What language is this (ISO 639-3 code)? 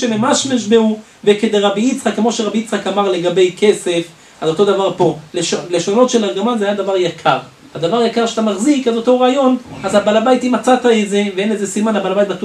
heb